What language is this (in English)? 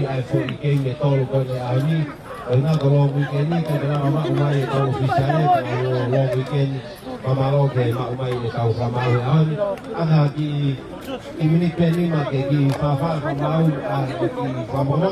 Tongan